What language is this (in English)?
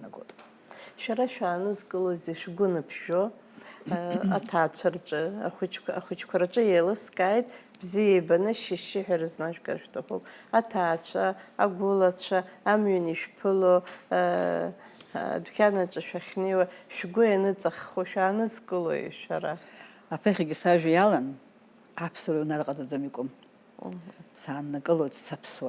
Abkhazian